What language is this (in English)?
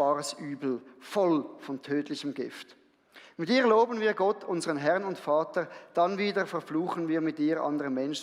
Swiss German